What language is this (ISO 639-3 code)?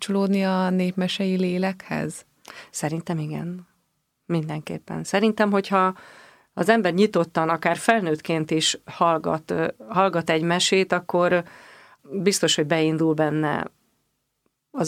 hun